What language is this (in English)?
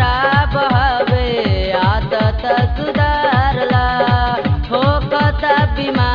Bhojpuri